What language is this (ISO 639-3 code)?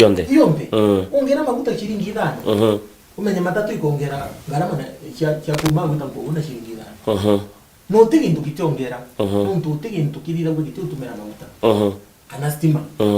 mer